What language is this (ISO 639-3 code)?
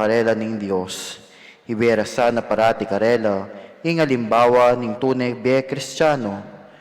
pam